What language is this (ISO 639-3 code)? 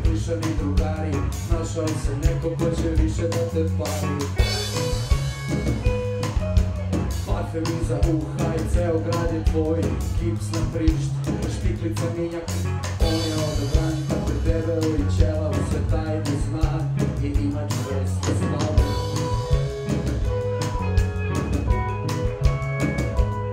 srp